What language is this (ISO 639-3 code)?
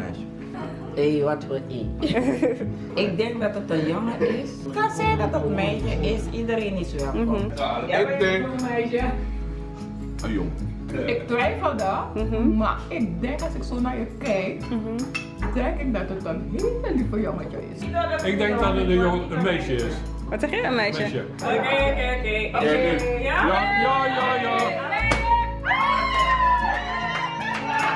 nld